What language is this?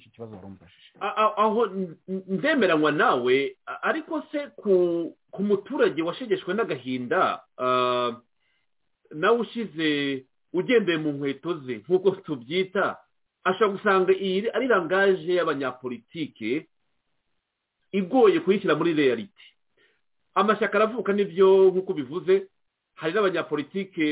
Kinyarwanda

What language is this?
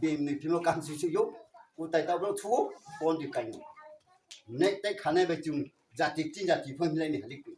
Riang (India)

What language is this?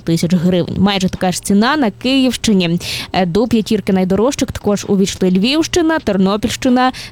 Ukrainian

